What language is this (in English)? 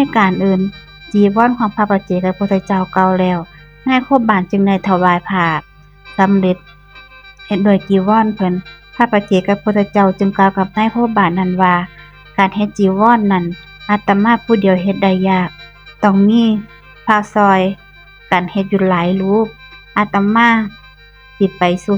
Northeastern Thai